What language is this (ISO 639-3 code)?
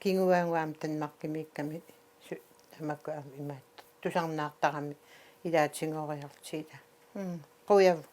kal